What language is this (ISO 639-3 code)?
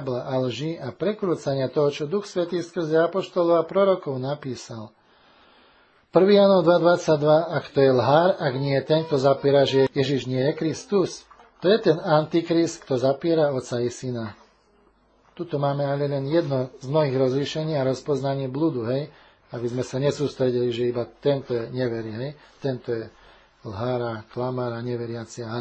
slk